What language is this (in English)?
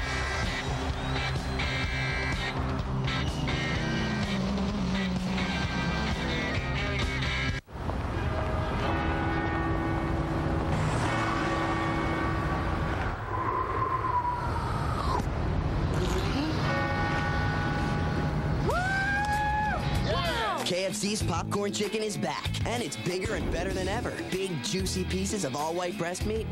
English